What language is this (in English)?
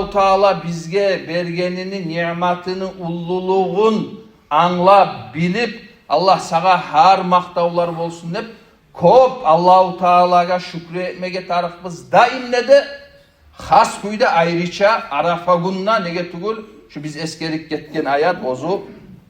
Kumyk